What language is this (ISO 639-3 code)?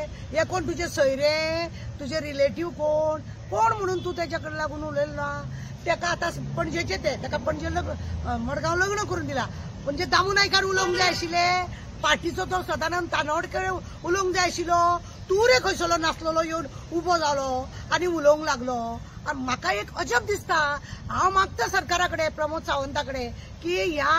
kok